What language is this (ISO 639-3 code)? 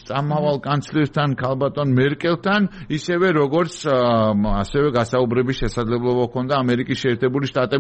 kat